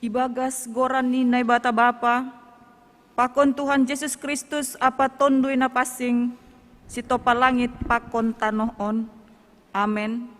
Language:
Batak Simalungun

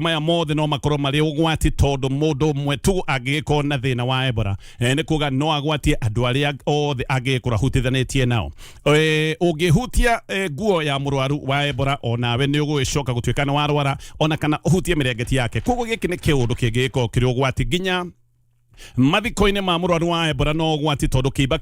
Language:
Kikuyu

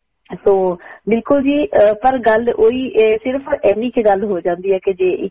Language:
Punjabi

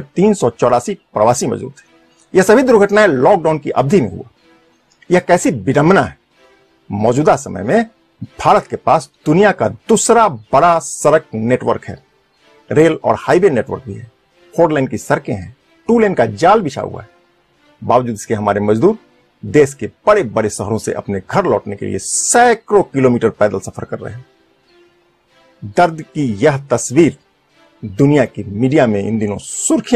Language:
Hindi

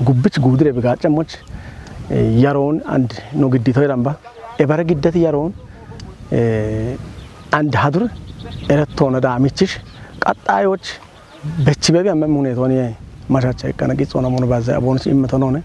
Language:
Kafa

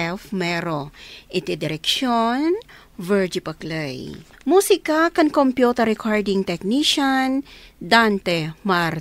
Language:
Iloko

